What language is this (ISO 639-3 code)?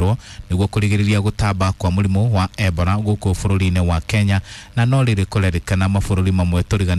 kik